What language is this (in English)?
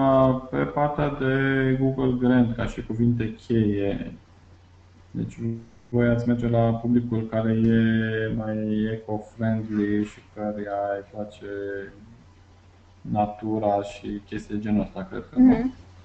Romanian